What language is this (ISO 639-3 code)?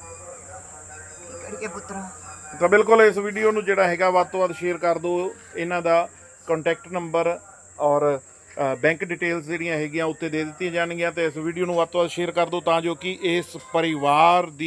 pan